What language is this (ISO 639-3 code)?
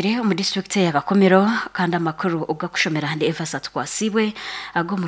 nyn